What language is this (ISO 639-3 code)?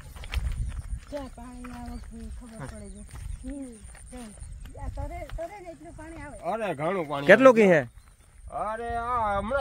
guj